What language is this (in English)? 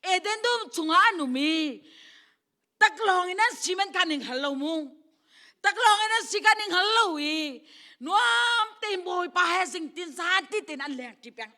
Hakha Chin